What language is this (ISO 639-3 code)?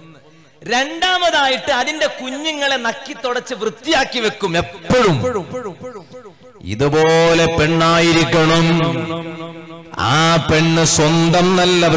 mal